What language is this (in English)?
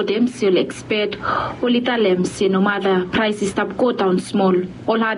Bislama